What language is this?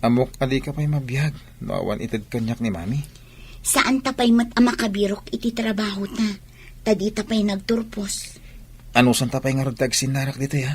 Iloko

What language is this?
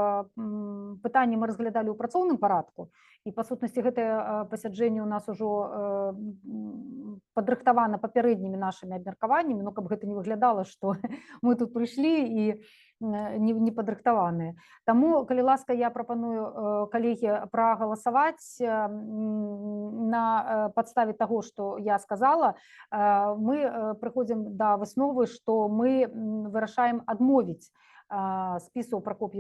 Belarusian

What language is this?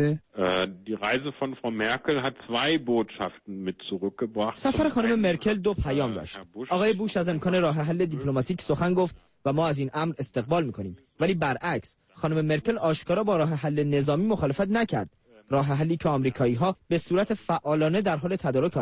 Persian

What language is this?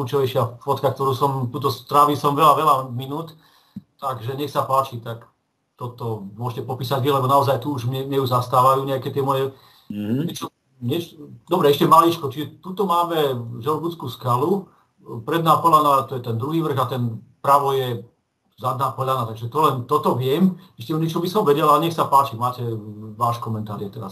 Slovak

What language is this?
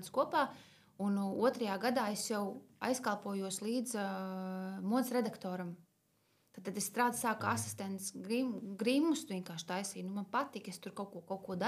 Latvian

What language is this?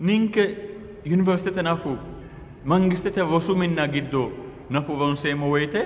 Sidamo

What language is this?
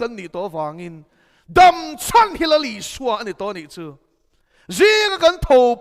Mizo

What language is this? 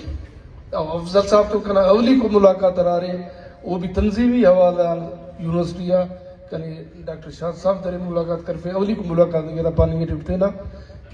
Brahui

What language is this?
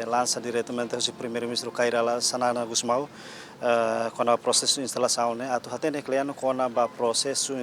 Tetum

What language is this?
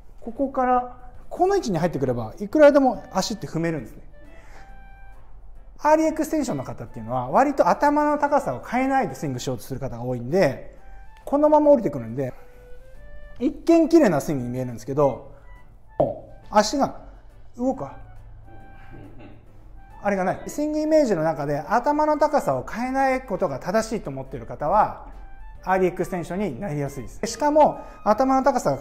Japanese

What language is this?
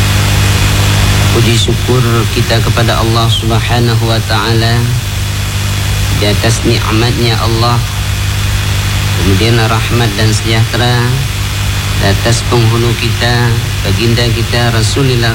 Malay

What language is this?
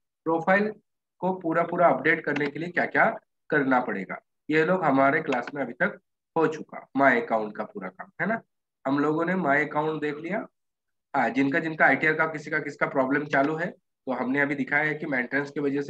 Hindi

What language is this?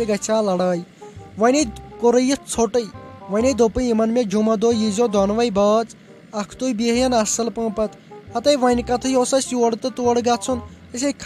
Kashmiri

